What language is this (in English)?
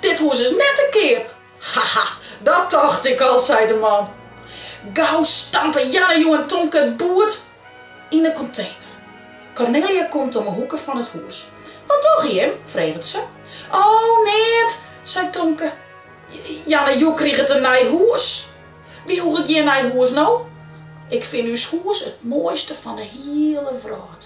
Western Frisian